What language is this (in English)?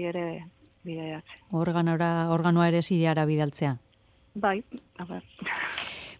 Basque